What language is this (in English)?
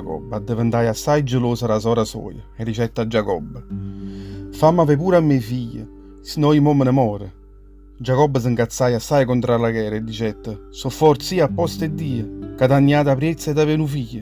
Neapolitan